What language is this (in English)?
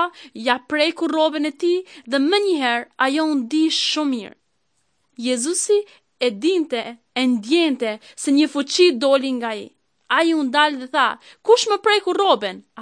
Albanian